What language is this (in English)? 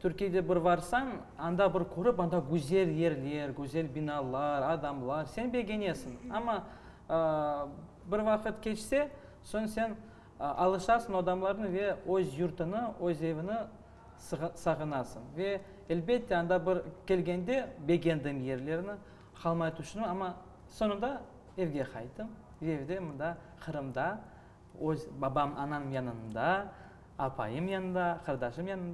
Crimean Tatar